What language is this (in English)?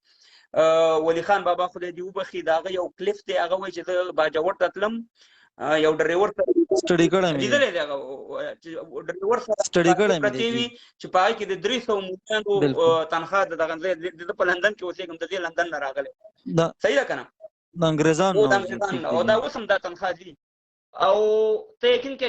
Pashto